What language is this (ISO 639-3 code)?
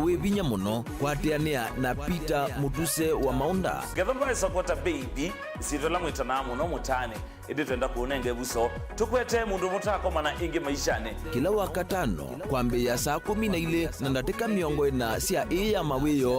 kam